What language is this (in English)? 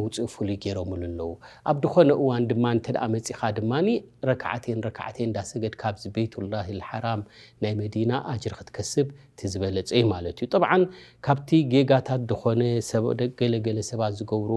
Tigrinya